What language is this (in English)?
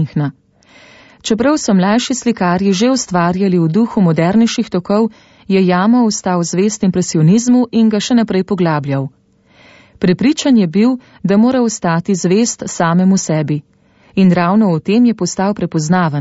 Slovenian